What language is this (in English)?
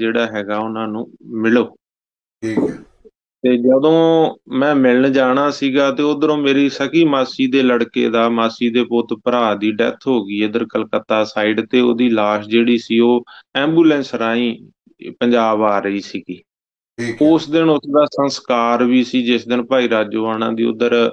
Punjabi